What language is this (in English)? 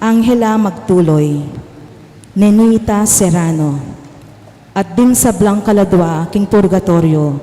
Pampanga